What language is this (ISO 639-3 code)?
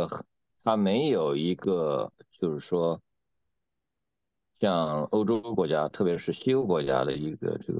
zho